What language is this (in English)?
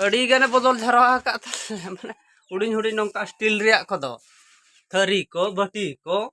Santali